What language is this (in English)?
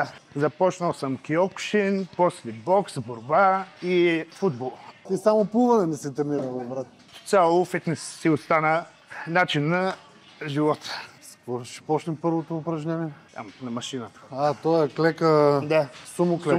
Bulgarian